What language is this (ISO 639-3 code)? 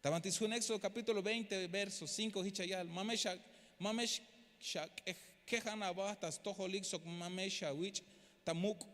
tzh